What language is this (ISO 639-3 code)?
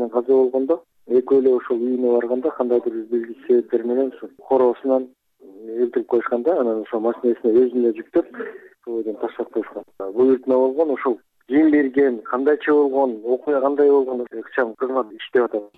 kir